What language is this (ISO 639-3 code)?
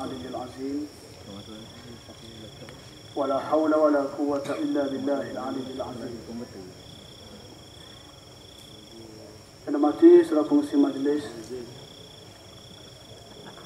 msa